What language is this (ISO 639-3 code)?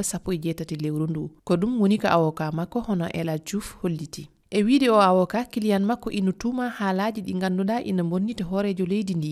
ful